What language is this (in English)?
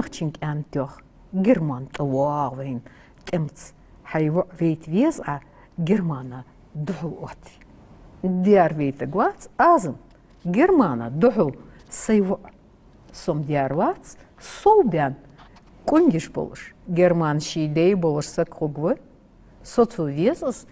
Ingush